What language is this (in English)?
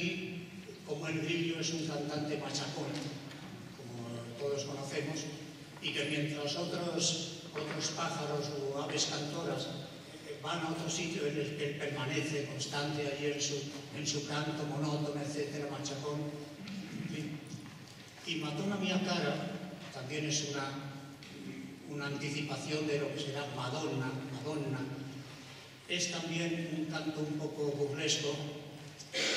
Spanish